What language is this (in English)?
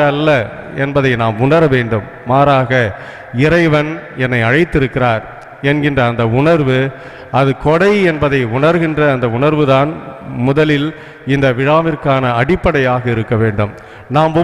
Tamil